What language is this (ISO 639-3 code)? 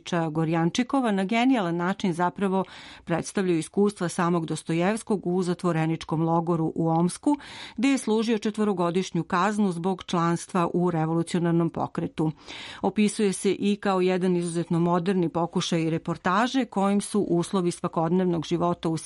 srp